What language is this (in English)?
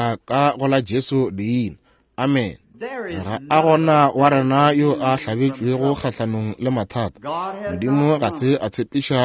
Northern Sotho